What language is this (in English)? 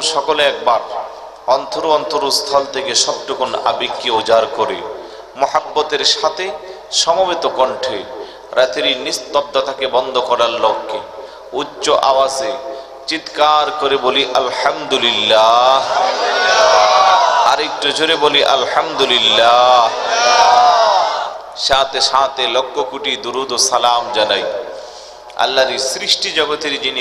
Bangla